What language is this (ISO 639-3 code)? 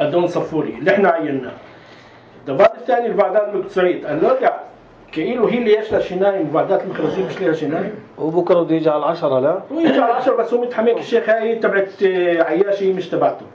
apc